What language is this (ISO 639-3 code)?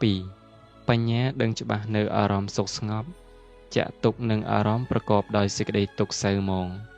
khm